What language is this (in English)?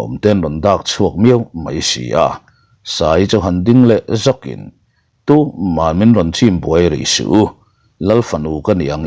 Mizo